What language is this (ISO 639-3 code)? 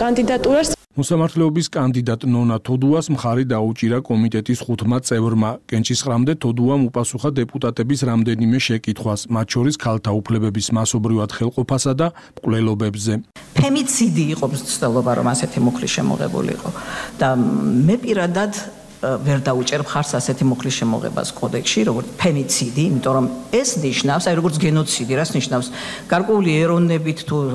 kat